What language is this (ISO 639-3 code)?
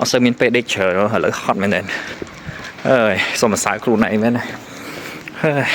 khm